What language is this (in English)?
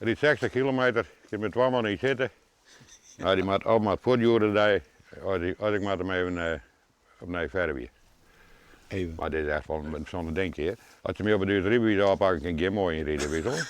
Western Frisian